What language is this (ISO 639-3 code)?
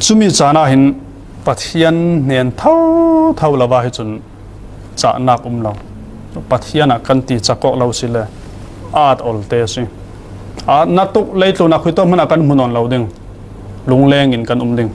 cfm